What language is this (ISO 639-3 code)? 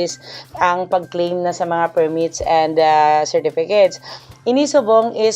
hil